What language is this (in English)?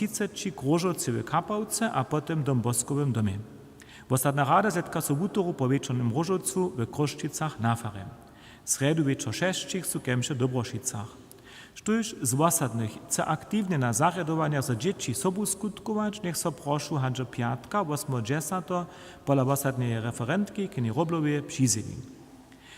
Upper Sorbian